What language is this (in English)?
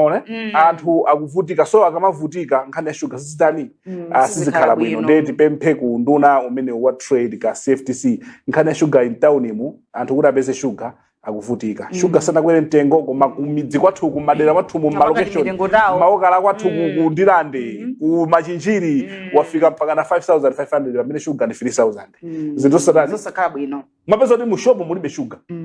Nyanja